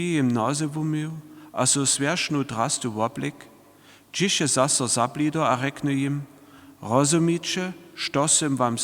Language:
Upper Sorbian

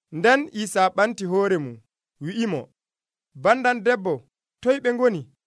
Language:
Nigerian Fulfulde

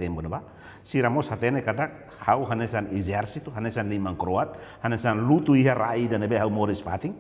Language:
Tetum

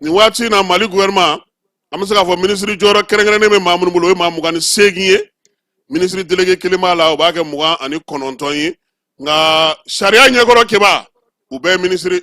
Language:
Bambara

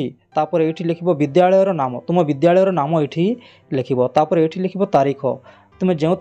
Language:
Odia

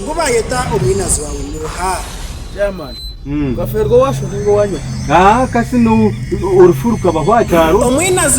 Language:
Nyankole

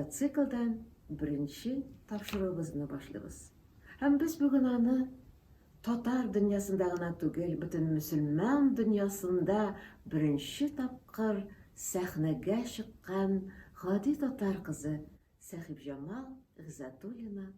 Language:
Tatar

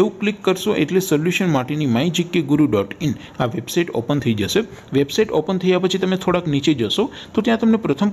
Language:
Gujarati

